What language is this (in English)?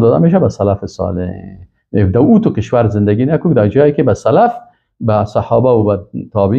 Persian